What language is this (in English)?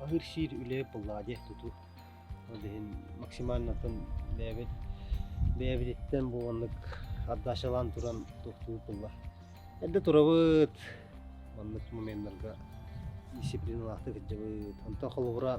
Yakut